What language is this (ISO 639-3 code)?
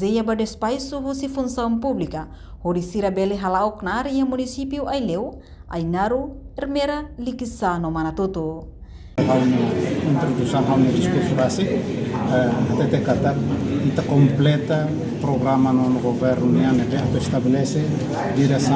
tet